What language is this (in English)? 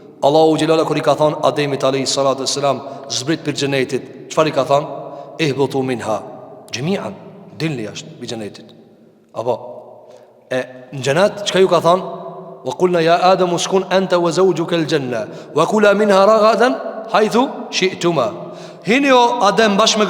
Albanian